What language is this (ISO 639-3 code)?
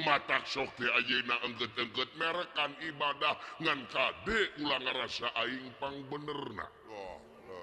sun